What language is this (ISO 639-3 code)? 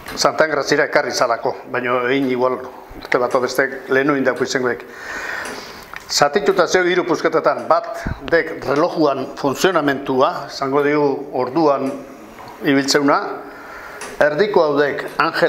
eus